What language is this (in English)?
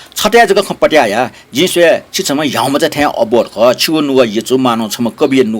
Newari